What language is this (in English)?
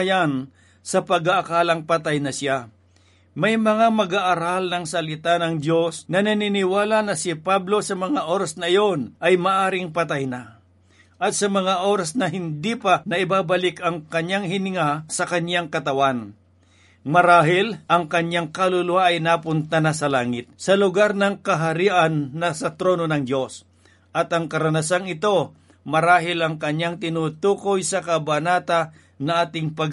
Filipino